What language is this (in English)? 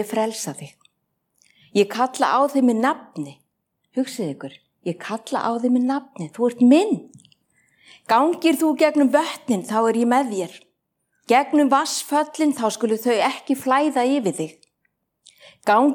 Icelandic